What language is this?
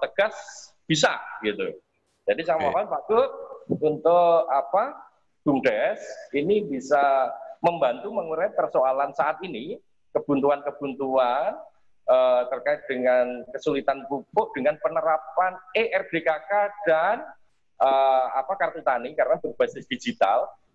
Indonesian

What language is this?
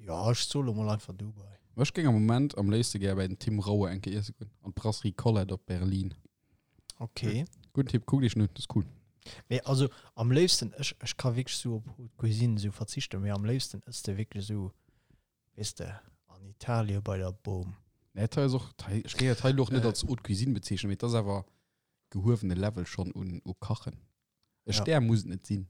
Luxembourgish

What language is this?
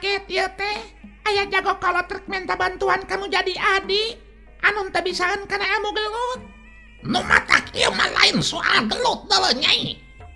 Sundanese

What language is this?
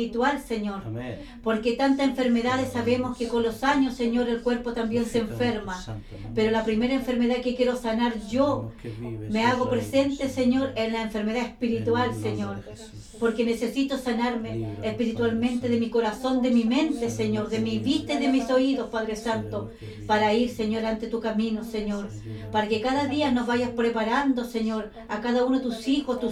Spanish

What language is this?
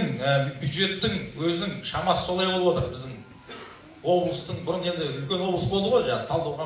Kazakh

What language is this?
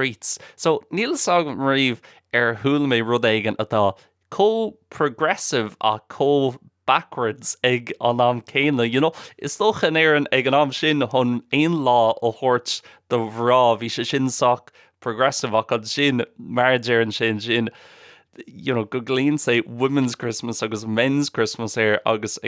Irish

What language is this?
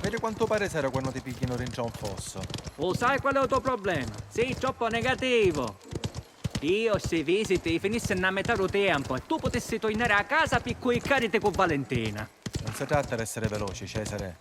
Sicilian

